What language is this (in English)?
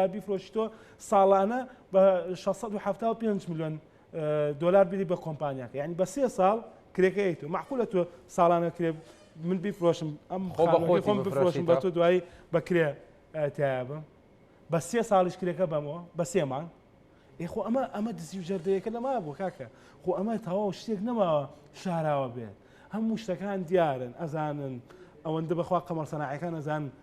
Central Kurdish